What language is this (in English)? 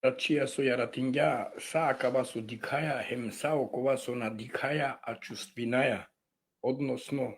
Balkan Romani